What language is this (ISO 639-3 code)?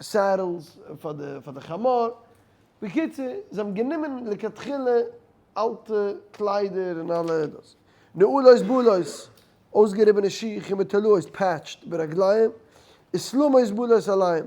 yid